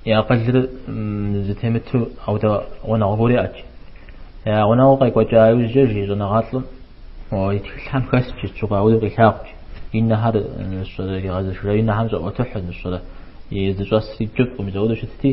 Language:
Kabardian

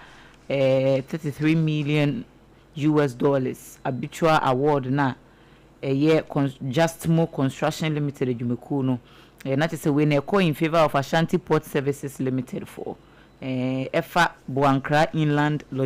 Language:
Akan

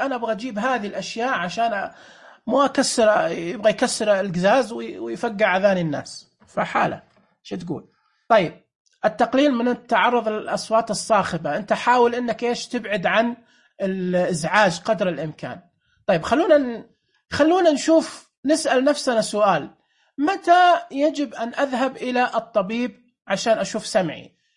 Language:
Najdi Arabic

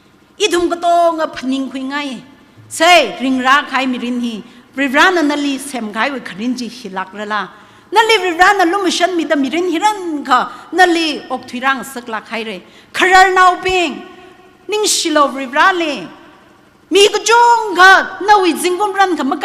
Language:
Tangkhul Naga (India)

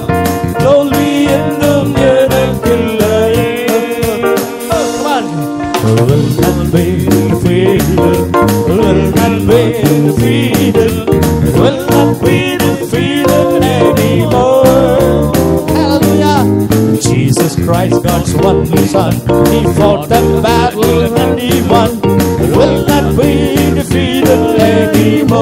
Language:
Tamil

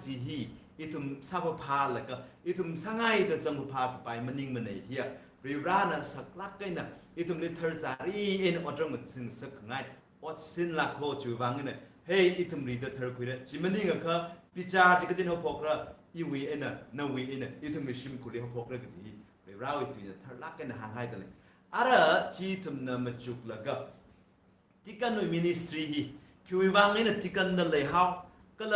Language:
Tangkhul Naga (India)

